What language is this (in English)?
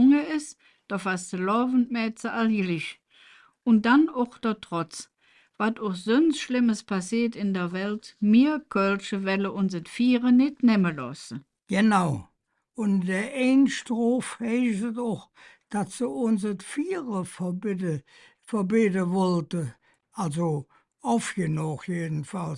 Colognian